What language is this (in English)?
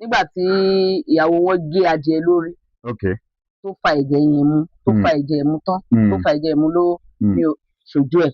Yoruba